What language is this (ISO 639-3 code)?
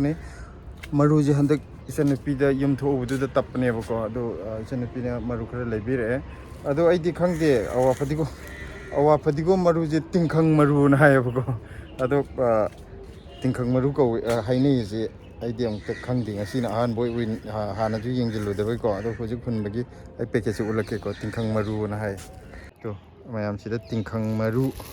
mni